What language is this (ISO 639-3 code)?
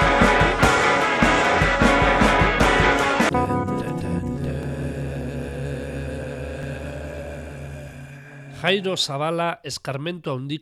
eus